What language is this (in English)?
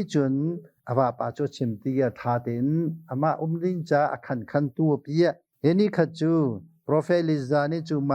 Hakha Chin